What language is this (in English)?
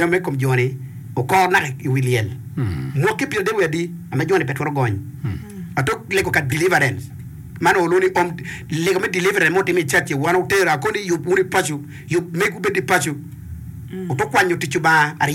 Acoli